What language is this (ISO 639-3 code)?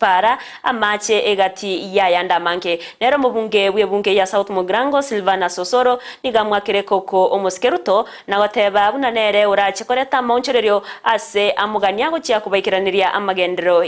guz